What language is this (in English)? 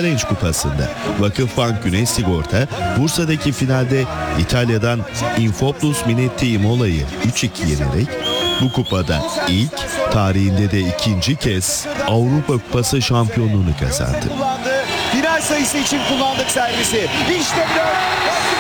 Turkish